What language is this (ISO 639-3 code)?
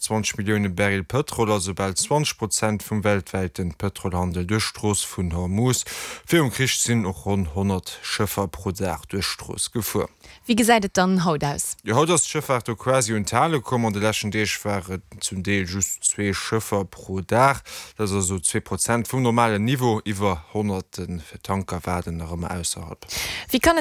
ltz